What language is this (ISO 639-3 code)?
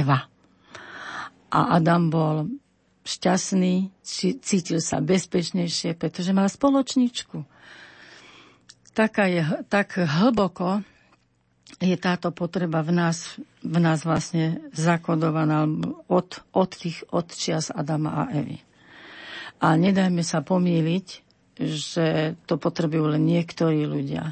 slk